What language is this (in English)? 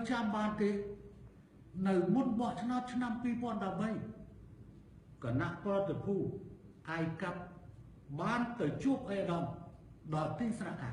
Khmer